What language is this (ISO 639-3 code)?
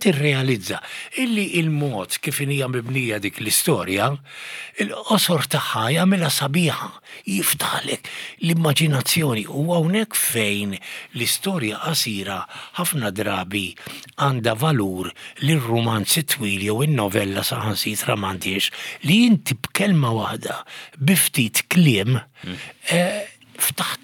mlt